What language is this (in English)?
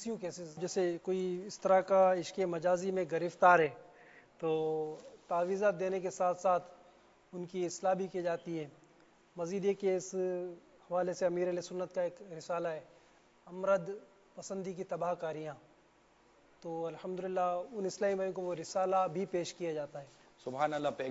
Urdu